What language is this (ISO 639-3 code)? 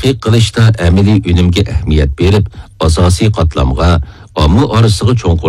uig